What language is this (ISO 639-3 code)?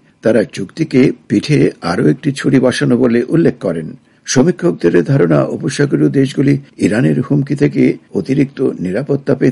ben